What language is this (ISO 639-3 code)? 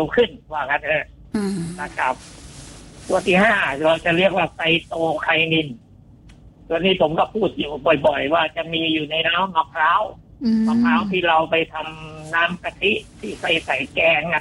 tha